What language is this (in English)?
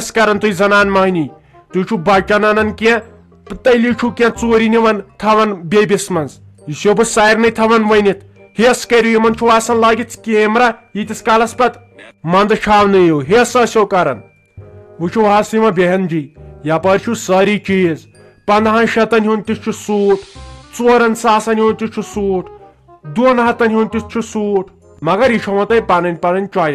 Kashmiri